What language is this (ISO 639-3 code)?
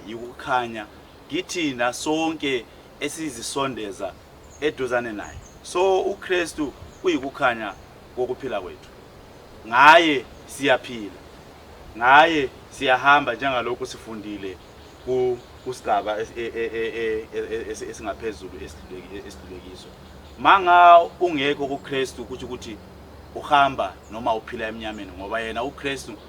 zul